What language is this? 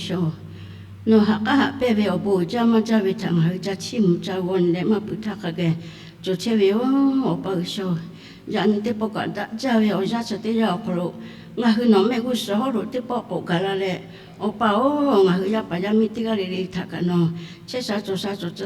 Lahu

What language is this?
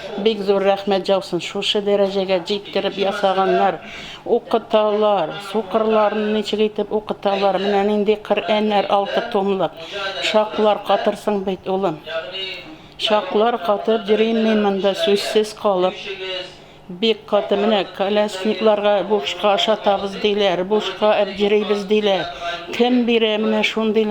Tatar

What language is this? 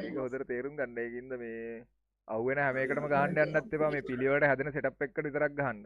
Sinhala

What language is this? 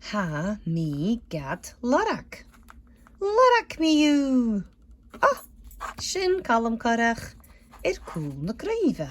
Scottish Gaelic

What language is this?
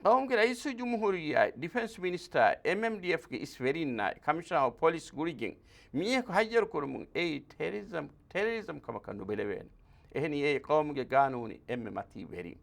Divehi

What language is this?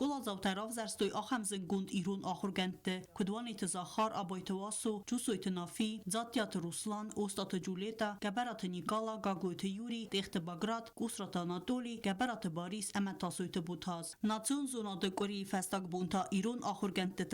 Ossetic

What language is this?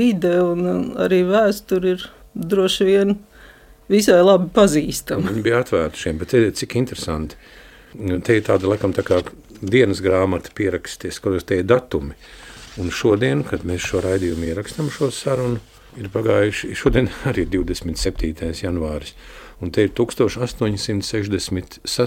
Latvian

